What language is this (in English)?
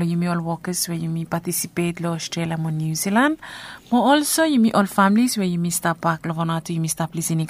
Bislama